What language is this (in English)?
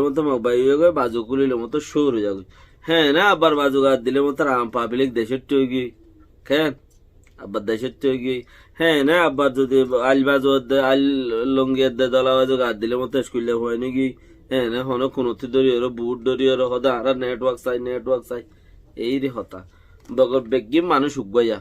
Rohingya